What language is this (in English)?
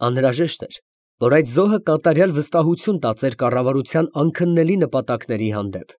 Armenian